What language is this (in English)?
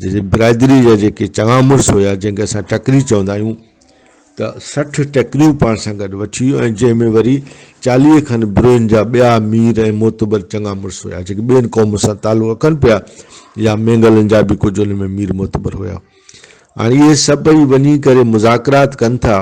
Brahui